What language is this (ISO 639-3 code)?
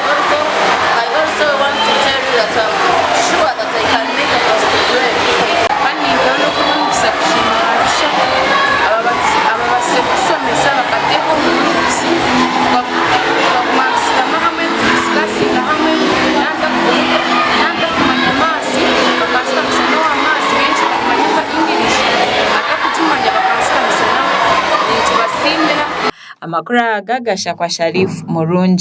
nyn